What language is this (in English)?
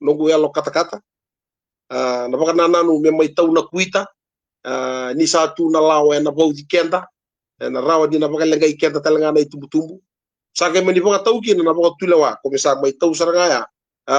Fijian